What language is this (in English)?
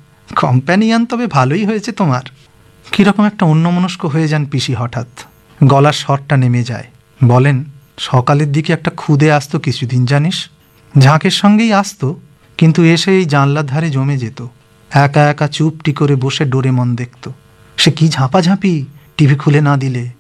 Bangla